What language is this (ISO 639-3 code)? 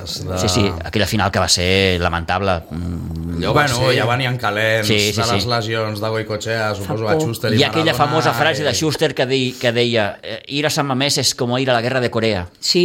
cat